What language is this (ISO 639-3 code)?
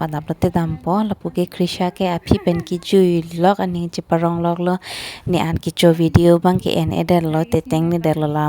mjw